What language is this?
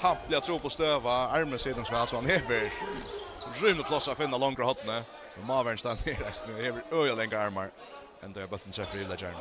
Faroese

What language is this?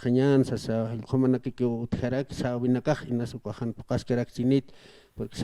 Aymara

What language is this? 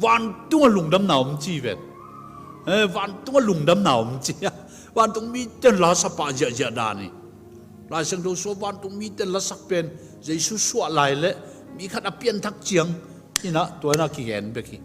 Tedim Chin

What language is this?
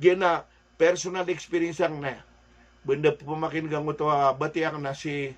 Maranao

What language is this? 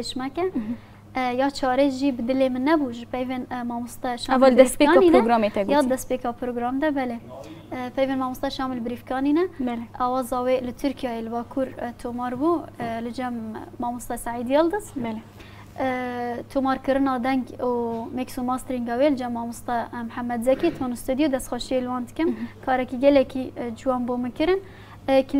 Kurdish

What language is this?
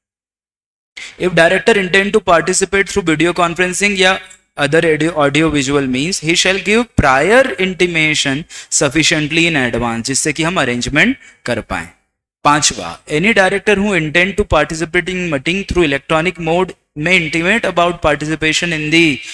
Hindi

